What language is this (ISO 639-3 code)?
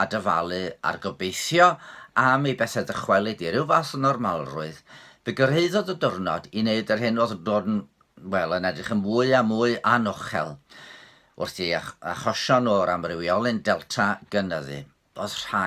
cym